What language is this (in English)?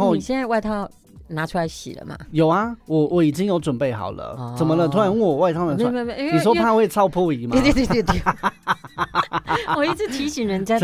Chinese